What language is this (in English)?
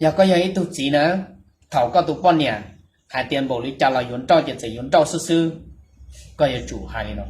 Hmong